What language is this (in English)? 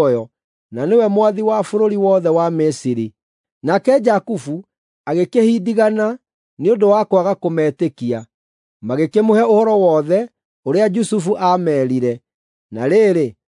Kikuyu